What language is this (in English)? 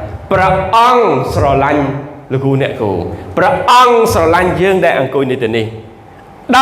Khmer